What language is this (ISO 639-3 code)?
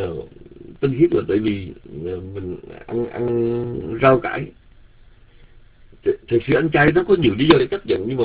vie